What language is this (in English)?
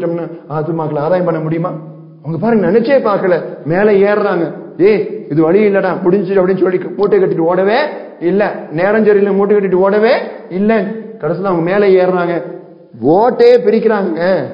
Tamil